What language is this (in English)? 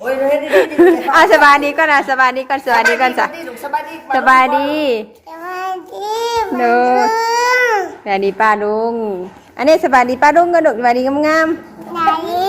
Northeastern Thai